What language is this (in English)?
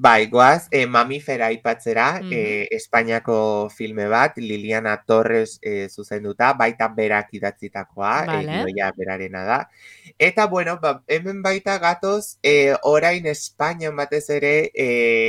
Basque